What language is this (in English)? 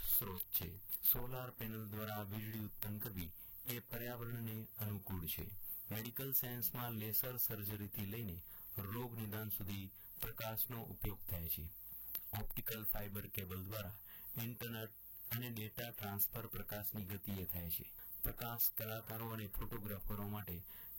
Gujarati